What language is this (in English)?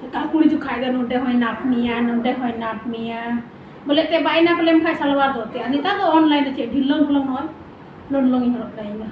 Santali